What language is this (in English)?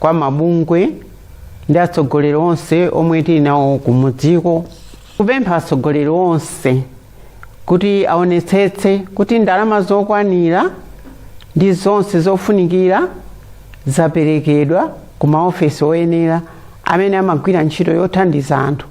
Nyanja